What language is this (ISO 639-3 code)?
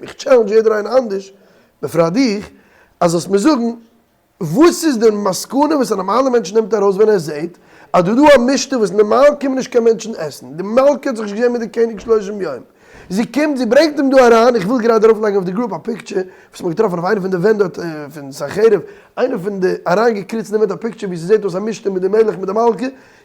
yid